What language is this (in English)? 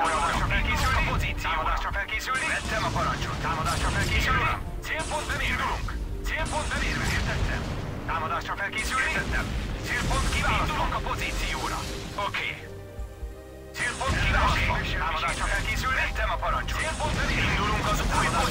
Hungarian